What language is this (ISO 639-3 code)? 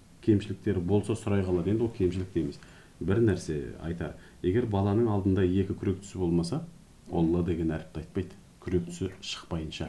kaz